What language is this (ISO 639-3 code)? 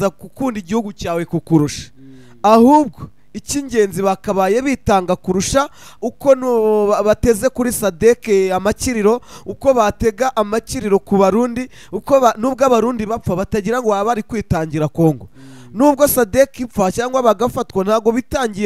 kin